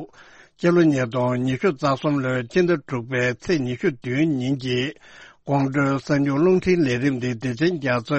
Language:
Tibetan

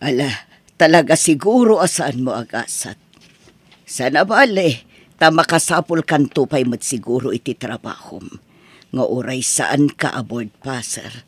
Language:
Iloko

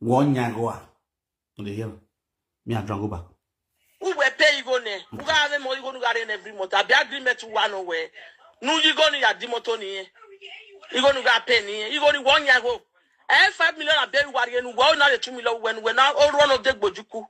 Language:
Nigerian Pidgin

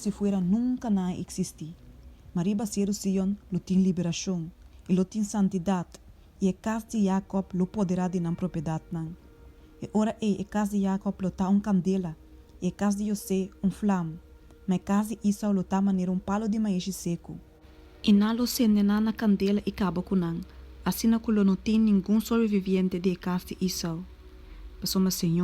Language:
Papiamento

